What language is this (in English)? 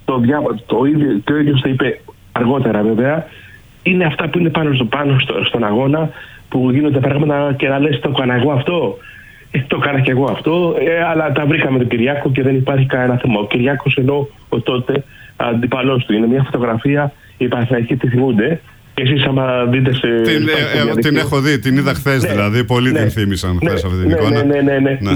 Greek